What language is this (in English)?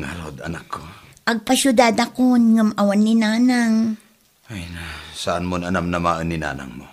Iloko